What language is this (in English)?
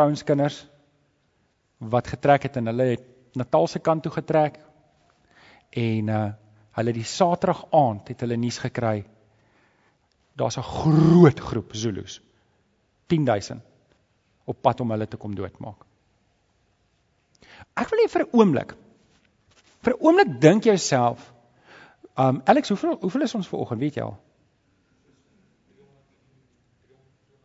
Afrikaans